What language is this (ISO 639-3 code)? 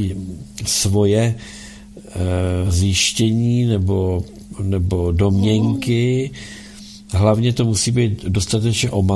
ces